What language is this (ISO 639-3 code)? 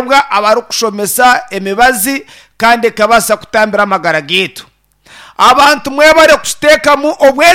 nyn